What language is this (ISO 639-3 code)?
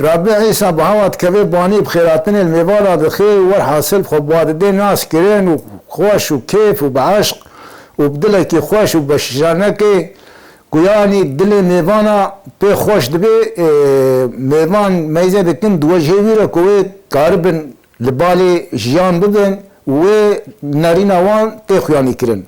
kur